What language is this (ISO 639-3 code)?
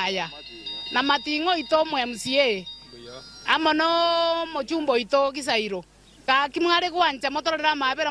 guz